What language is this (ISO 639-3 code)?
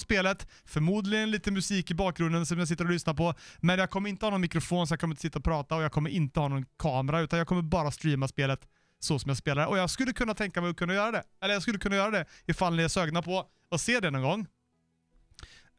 swe